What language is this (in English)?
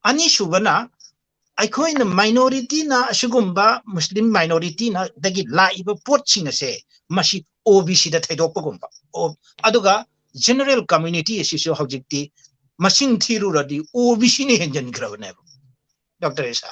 Manipuri